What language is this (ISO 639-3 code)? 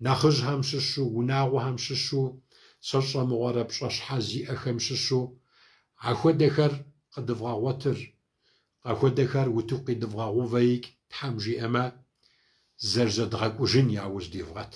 kbd